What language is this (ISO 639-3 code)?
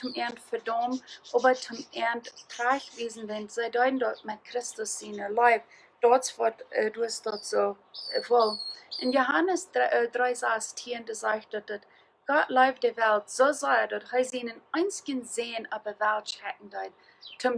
pdt